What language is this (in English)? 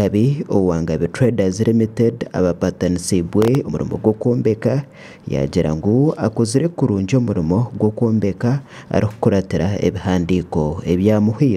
Nyankole